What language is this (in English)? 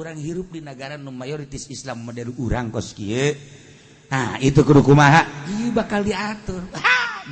Sundanese